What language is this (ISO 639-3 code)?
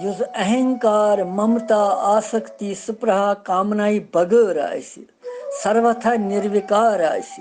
kas